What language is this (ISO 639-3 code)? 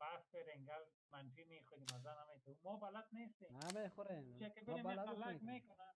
fas